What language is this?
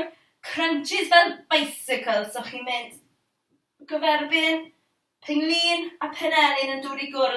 Welsh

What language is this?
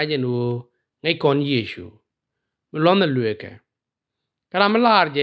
Nuer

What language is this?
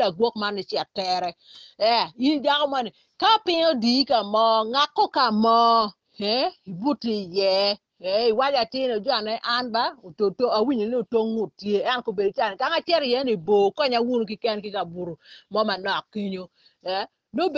Acoli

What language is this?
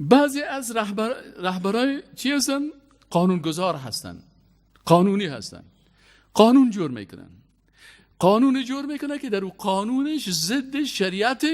Persian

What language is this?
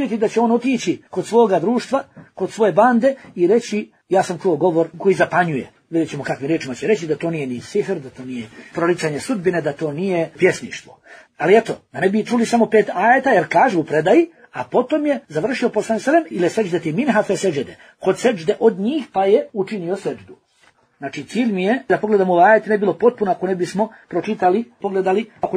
Bosnian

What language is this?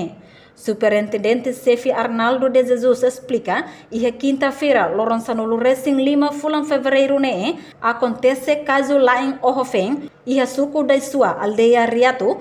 Tetum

